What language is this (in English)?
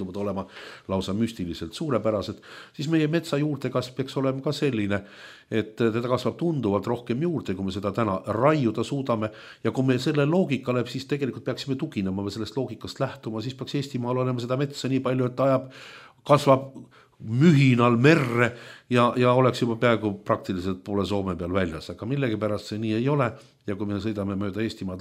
Estonian